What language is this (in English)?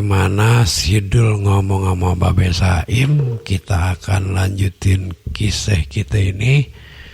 Betawi